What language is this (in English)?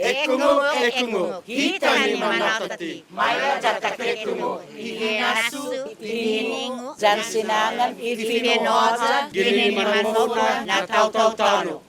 Chamorro